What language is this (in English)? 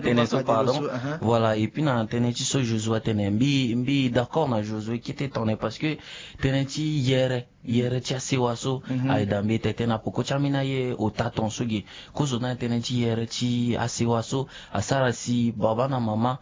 Sango